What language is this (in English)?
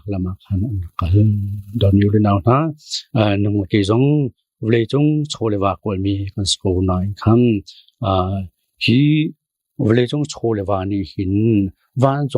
Hakha Chin